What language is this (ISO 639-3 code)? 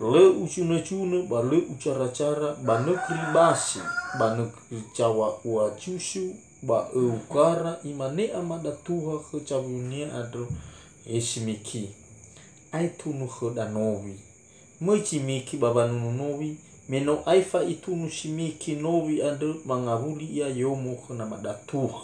nia